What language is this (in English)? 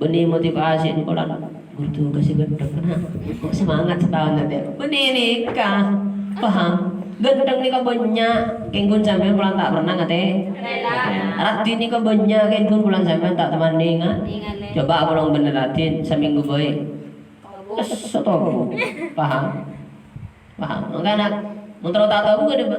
Madurese